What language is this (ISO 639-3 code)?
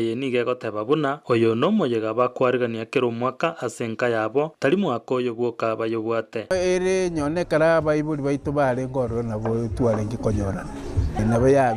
guz